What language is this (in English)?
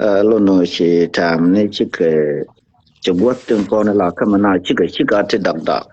Nuer